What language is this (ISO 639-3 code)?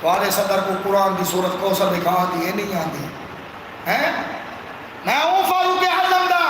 skr